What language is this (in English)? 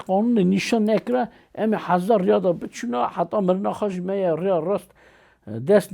Kurdish